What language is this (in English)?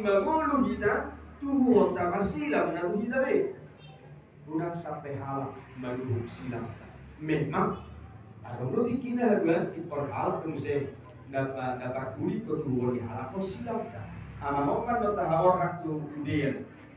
Batak Toba